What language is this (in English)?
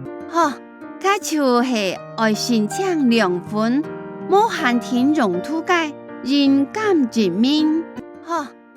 Hakka Chinese